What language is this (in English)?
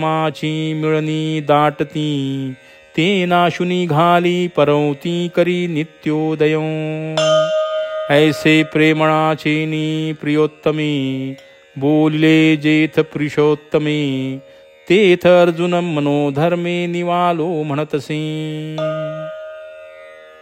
Marathi